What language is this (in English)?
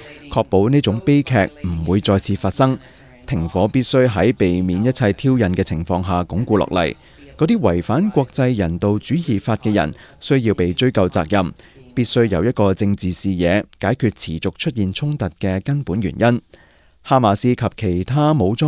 Cantonese